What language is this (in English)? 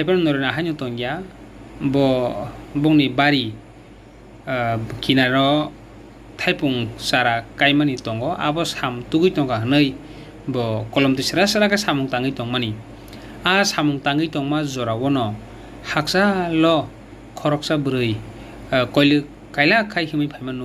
Kok Borok